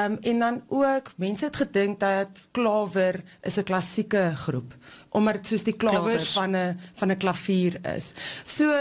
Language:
Afrikaans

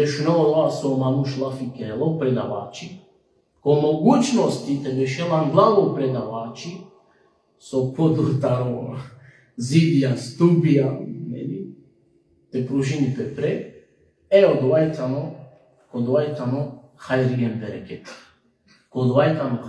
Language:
Balkan Romani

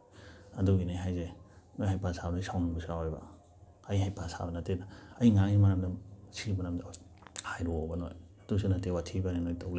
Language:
Manipuri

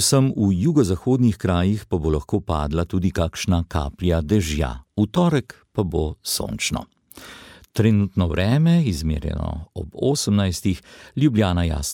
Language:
Slovenian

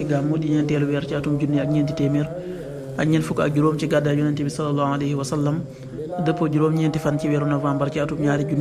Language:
Wolof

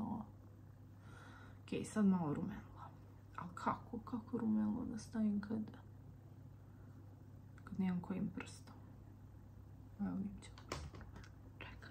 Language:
Croatian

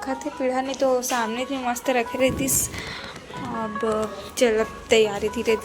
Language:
Chhattisgarhi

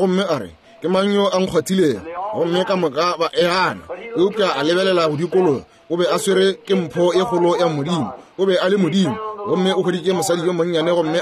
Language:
Northern Sotho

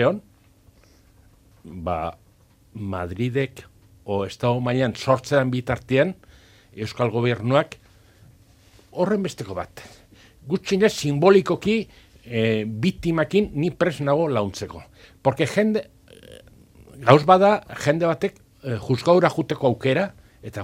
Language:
Basque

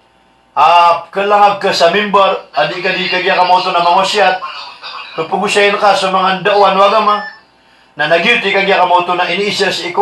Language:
Maranao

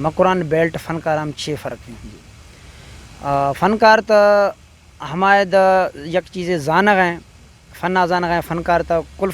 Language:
Eastern Balochi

